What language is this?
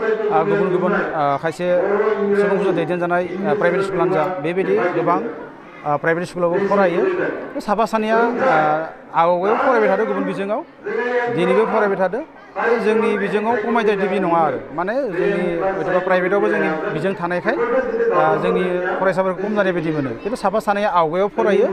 Bodo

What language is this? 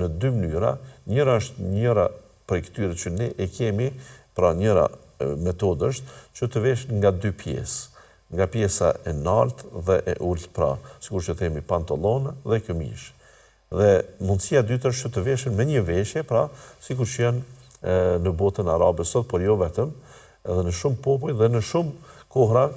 Albanian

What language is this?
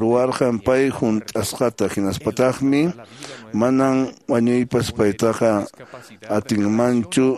Quechua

